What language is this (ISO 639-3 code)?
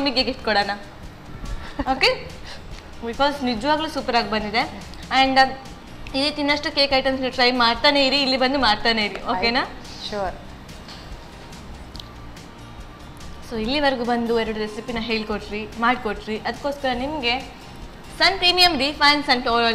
kan